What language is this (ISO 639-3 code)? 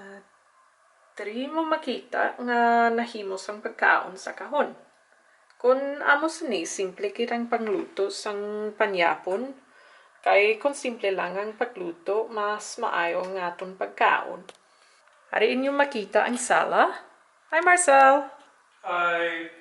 hil